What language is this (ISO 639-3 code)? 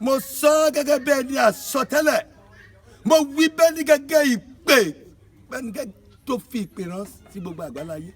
yor